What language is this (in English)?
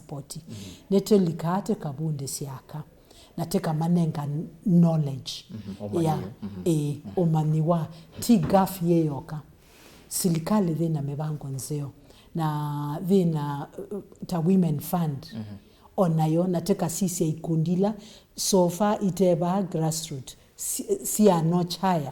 Kamba